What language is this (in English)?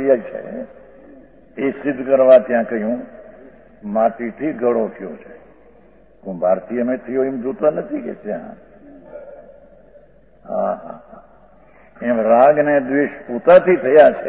Gujarati